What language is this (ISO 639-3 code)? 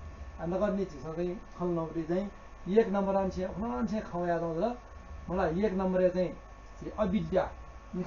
new